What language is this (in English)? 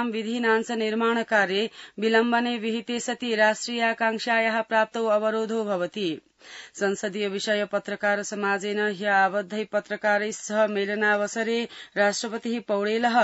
Sanskrit